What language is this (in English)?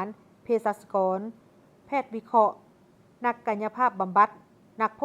Lao